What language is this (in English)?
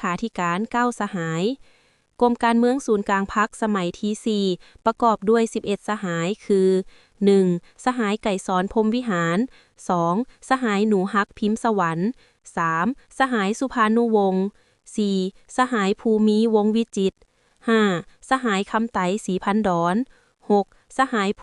Lao